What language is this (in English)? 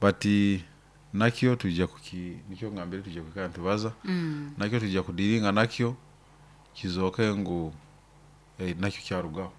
Nyoro